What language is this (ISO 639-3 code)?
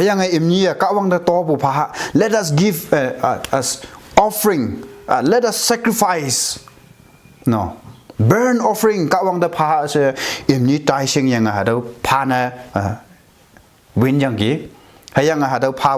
nbe